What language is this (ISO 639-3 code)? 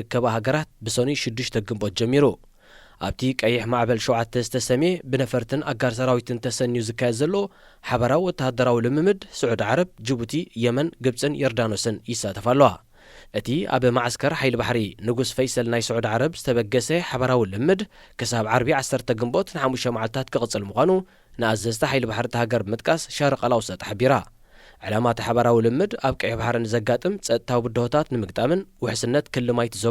tir